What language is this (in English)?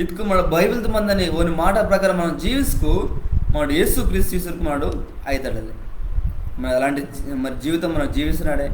Koya